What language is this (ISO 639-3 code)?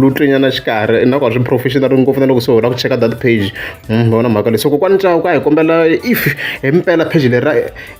tso